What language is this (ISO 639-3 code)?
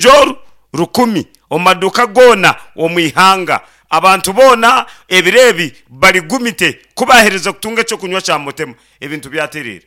nyn